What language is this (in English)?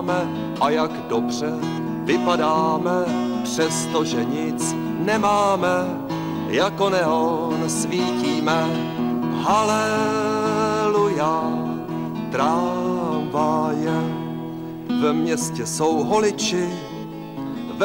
Czech